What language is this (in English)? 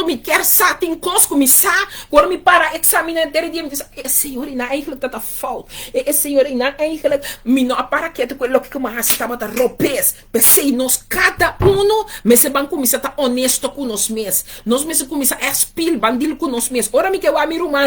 Papiamento